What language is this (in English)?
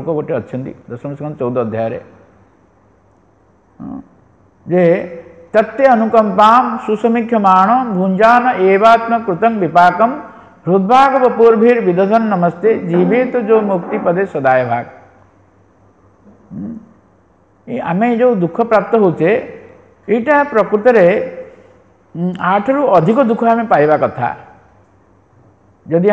Odia